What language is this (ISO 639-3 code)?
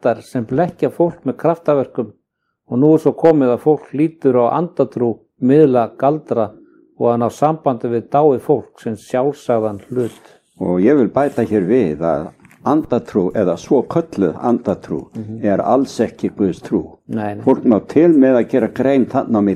isl